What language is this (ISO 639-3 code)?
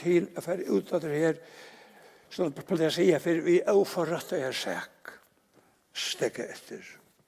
fao